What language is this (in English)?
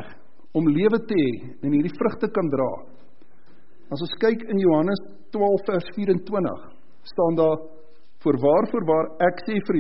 Afrikaans